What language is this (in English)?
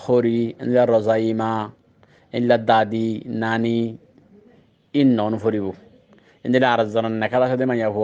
Rohingya